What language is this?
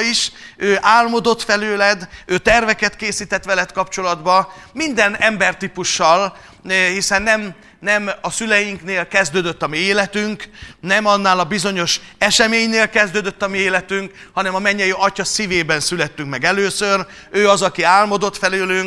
Hungarian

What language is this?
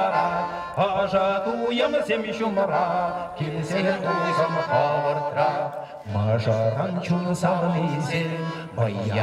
Chuvash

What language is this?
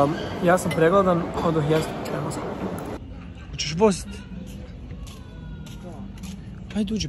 Croatian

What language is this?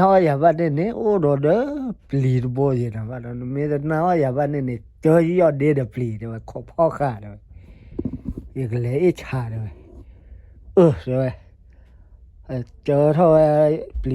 S'gaw Karen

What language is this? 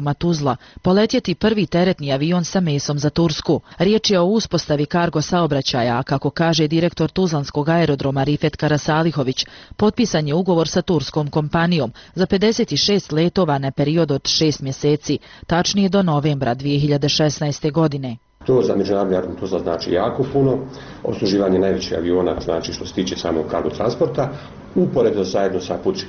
Bosnian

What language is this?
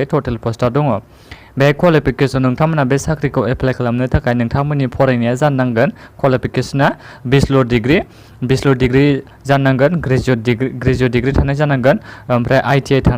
Bodo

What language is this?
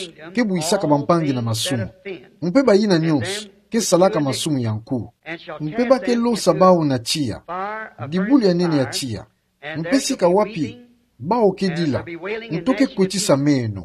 Kituba (Democratic Republic of Congo)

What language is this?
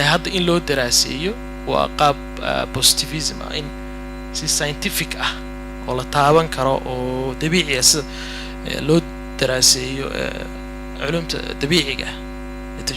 Somali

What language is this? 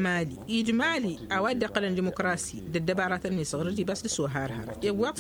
Tamasheq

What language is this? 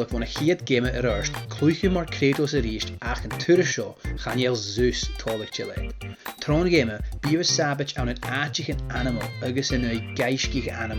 Scottish Gaelic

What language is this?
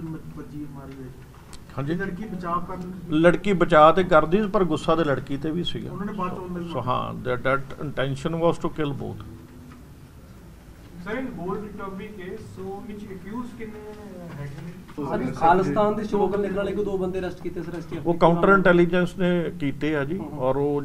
Punjabi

